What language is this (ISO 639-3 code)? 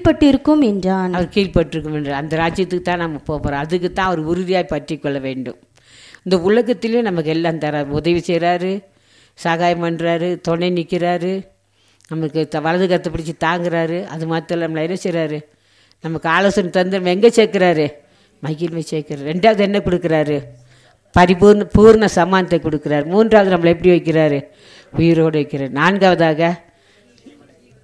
tam